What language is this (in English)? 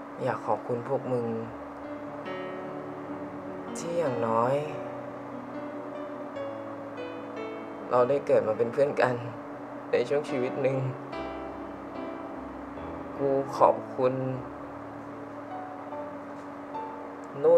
Thai